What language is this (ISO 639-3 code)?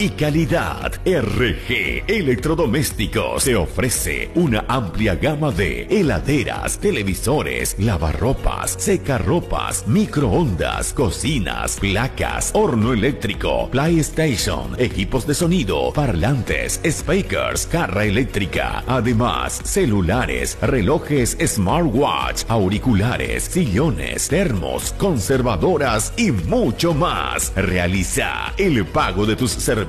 spa